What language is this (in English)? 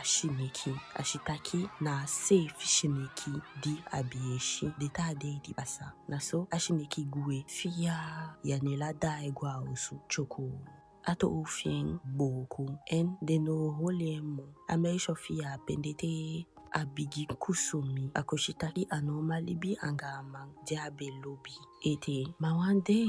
Eastern Maroon Creole